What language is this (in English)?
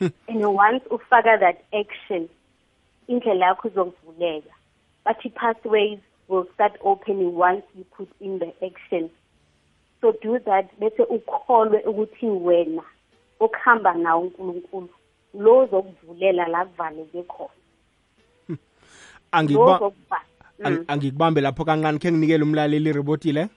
South Ndebele